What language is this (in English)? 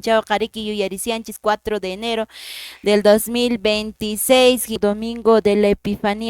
Quechua